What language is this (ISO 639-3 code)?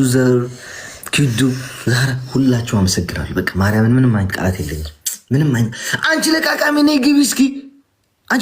amh